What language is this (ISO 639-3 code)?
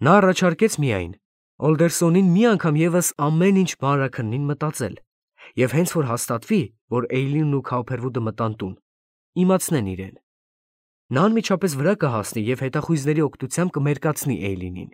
hye